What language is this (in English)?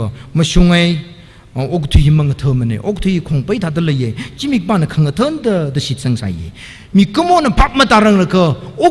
Tangkhul Naga (India)